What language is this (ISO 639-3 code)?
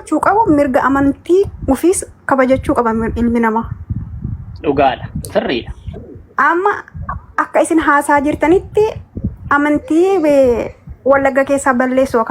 orm